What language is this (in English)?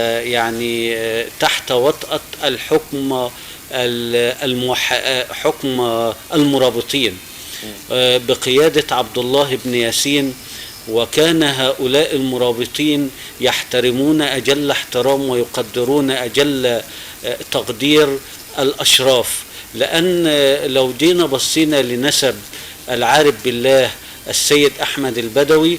Egyptian Arabic